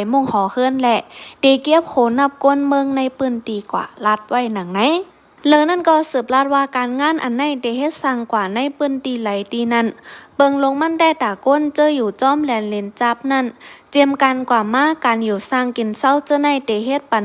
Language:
Shan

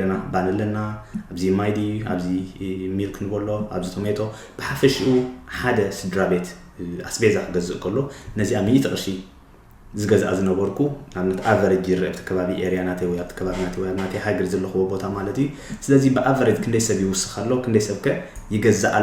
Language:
Tigrinya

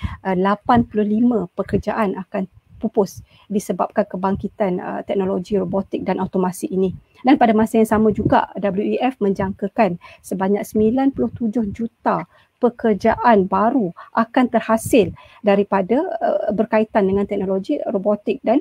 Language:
Malay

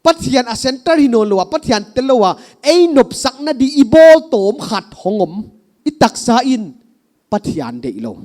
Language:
Paite Chin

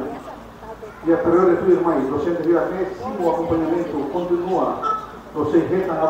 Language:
Tetum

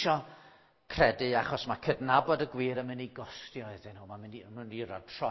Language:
Welsh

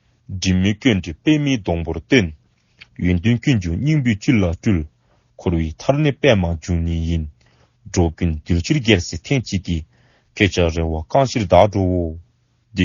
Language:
Dzongkha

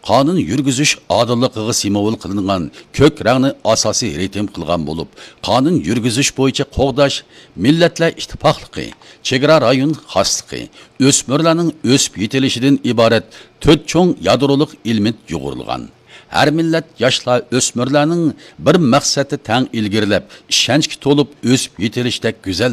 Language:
Uyghur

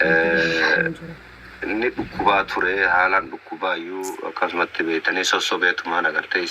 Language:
Oromo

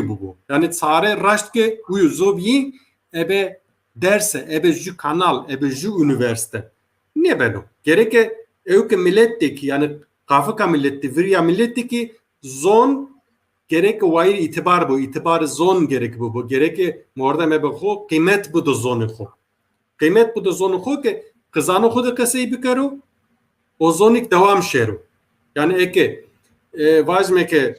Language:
Zaza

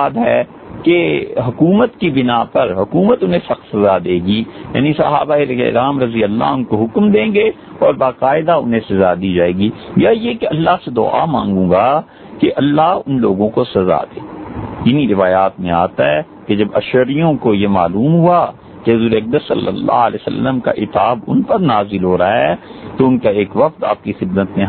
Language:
Urdu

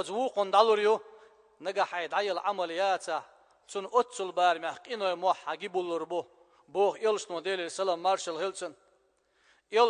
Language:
Chechen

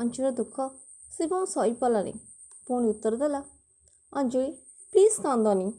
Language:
Odia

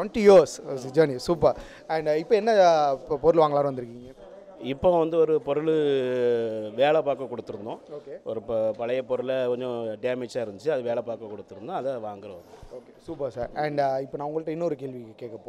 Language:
Tamil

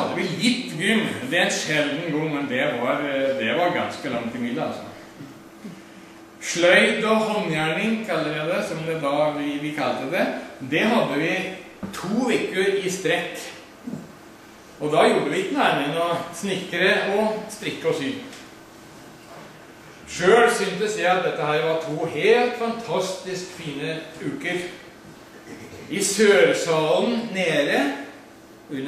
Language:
Norwegian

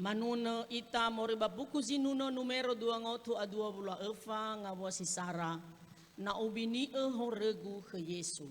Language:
Nias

